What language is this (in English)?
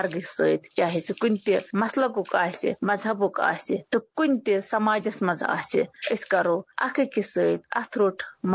Kashmiri